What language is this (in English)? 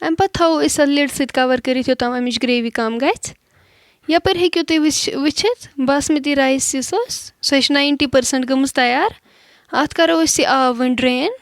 Kashmiri